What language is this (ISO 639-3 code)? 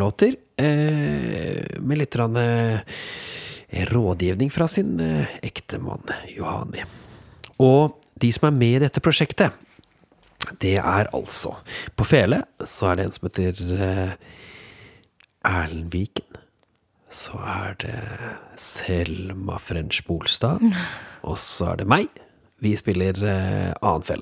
nor